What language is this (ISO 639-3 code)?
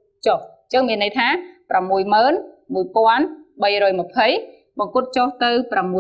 khm